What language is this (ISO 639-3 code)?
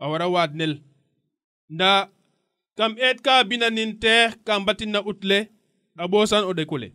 srr